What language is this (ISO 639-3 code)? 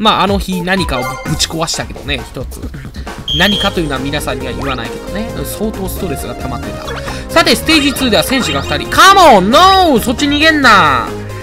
jpn